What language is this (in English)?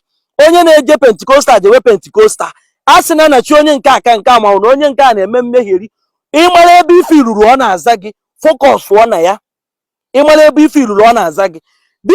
Igbo